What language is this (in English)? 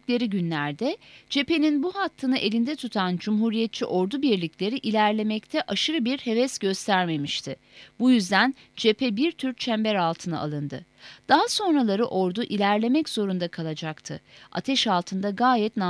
Turkish